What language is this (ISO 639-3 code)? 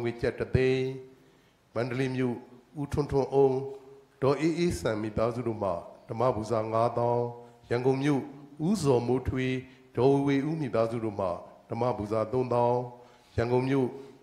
mya